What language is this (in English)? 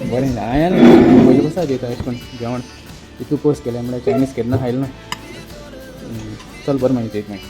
Konkani